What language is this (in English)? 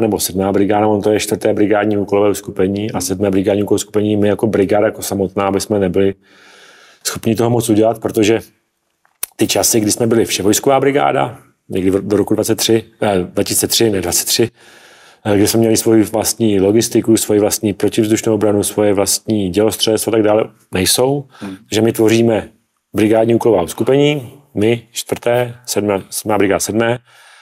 Czech